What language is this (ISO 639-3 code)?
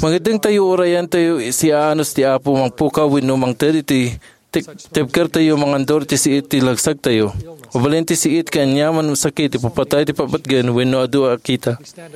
ilo